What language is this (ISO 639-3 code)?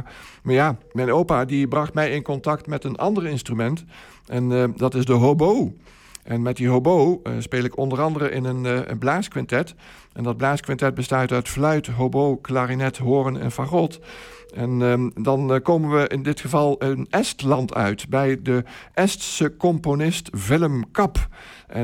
nld